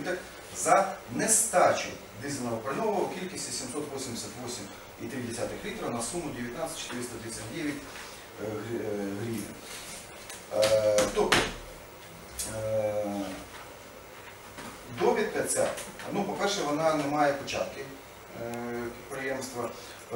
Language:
Ukrainian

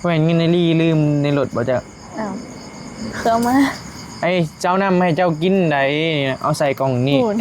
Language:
Northeastern Thai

